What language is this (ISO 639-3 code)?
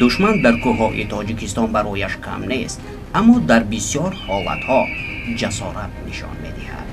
tgk